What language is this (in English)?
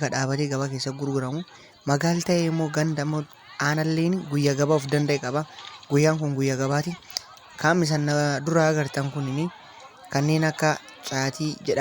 Oromo